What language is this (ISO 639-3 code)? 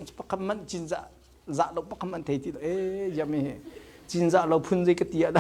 cnh